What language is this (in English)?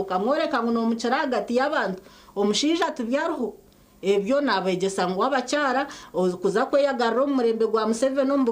Nyankole